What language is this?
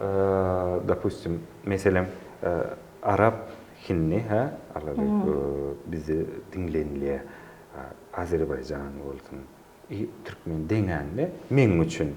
Turkmen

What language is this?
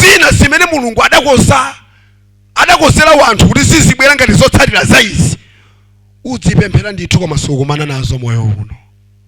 Nyanja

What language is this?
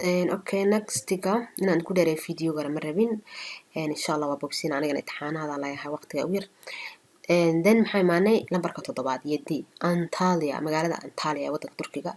Somali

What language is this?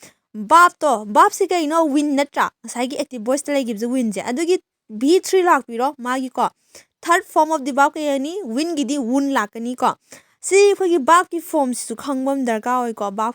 Manipuri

